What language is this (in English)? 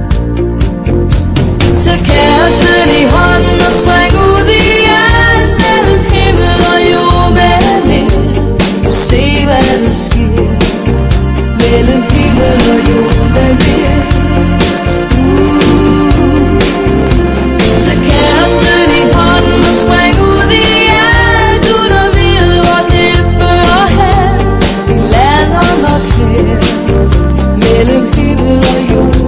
Danish